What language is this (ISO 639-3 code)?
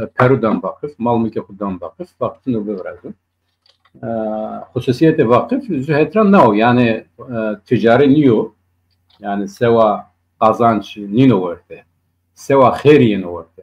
zza